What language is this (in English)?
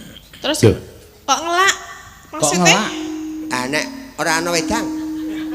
Javanese